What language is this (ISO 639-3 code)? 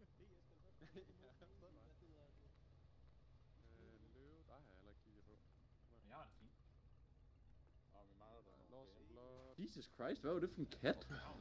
dan